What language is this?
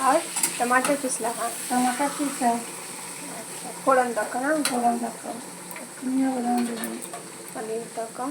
Maithili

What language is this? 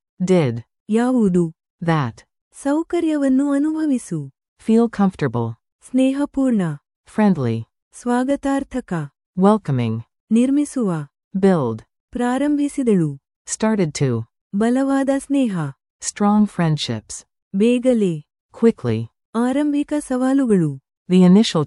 Kannada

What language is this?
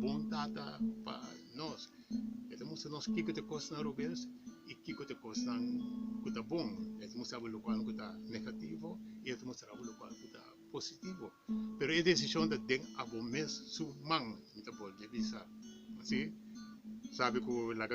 Papiamento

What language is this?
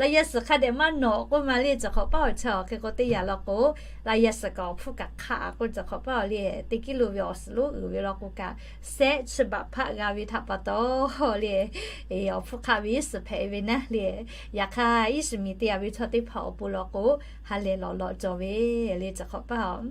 Lahu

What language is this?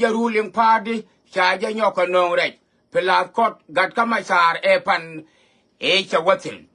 Nuer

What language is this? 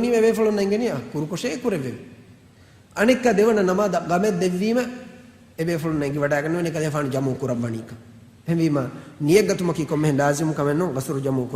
Divehi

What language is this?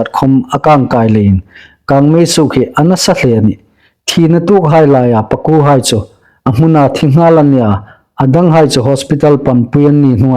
Hmar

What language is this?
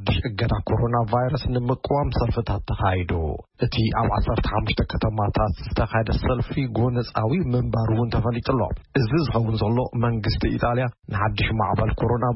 Tigrinya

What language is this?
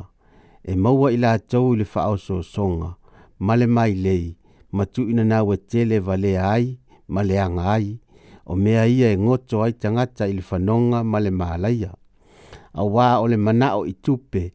Samoan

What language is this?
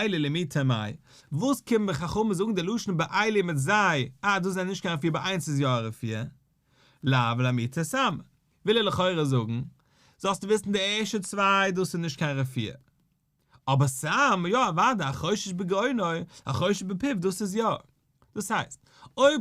Yiddish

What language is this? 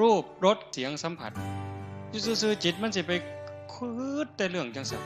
Northeastern Thai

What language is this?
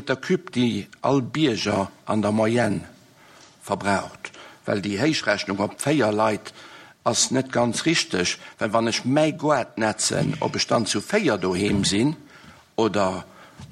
Luxembourgish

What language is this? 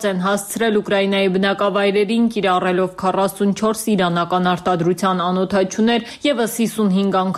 Armenian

